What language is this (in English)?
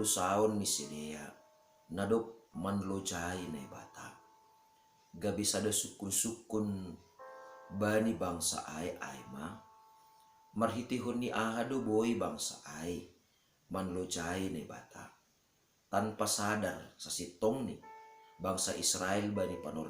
Batak Simalungun